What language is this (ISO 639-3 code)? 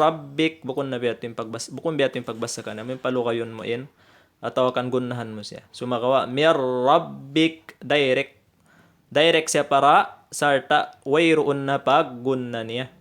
tsg